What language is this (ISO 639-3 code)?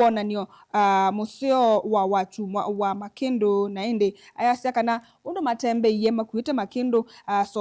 kam